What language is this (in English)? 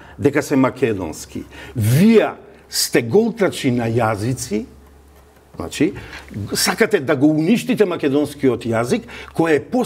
Macedonian